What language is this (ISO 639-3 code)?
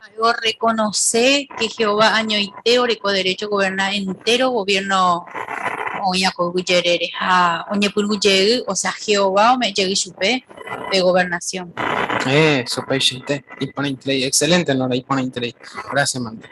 grn